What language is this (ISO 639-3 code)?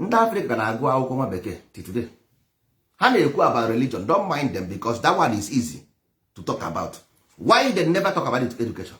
ibo